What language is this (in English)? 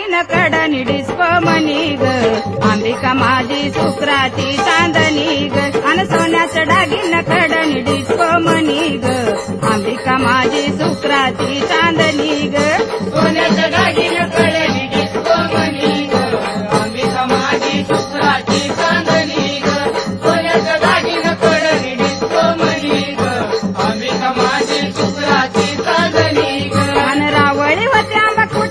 Marathi